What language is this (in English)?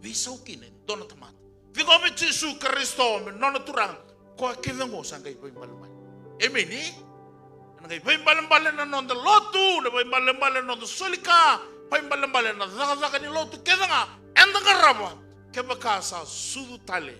Fijian